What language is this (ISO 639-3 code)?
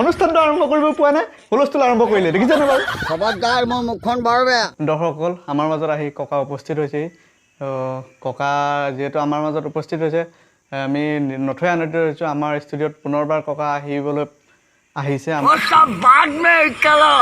asm